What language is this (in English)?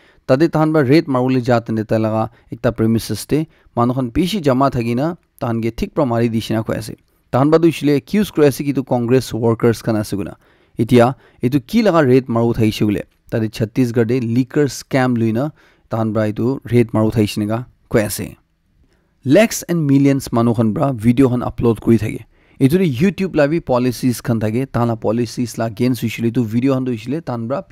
Naga Pidgin